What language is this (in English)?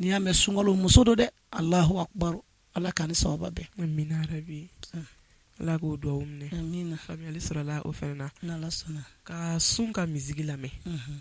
Bambara